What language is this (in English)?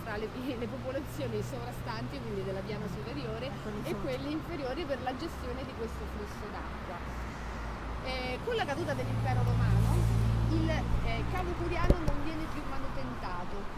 Italian